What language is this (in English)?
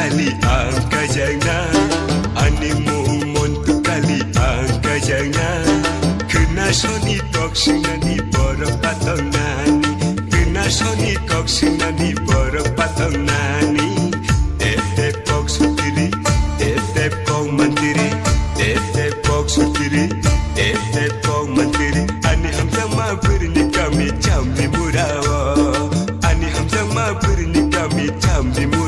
Kok Borok